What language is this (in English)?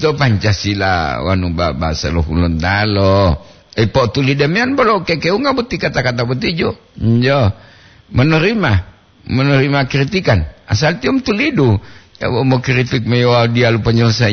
Gorontalo